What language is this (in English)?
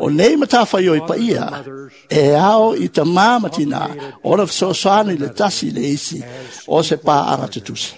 Samoan